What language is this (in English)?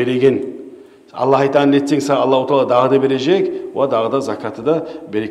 Kumyk